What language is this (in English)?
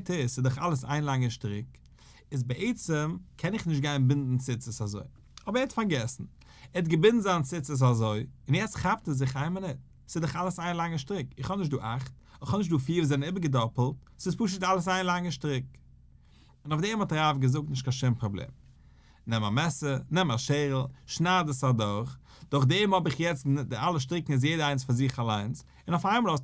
Yiddish